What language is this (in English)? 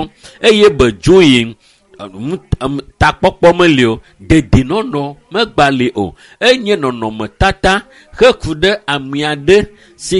Ewe